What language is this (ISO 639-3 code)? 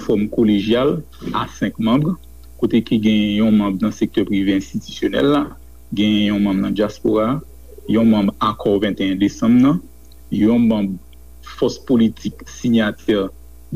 hat